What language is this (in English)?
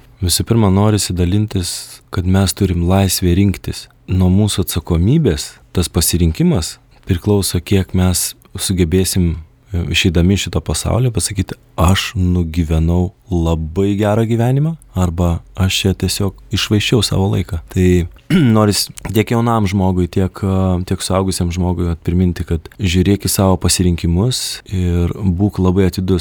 Lithuanian